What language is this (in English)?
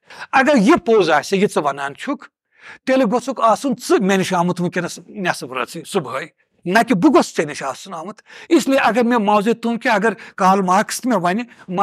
Kashmiri